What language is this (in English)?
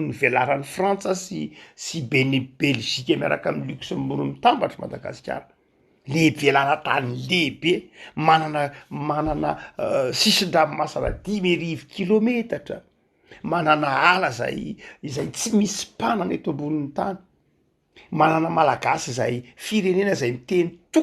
Malagasy